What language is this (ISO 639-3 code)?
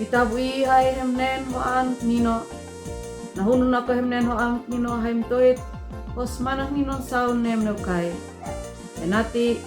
aoz